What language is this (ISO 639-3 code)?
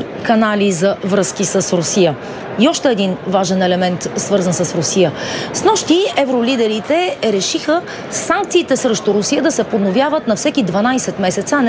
bul